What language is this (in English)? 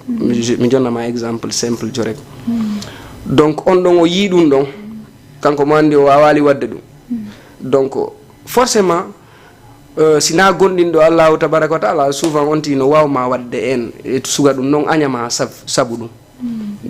Fula